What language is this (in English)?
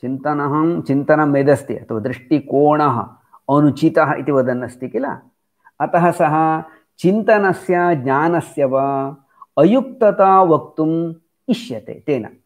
Sanskrit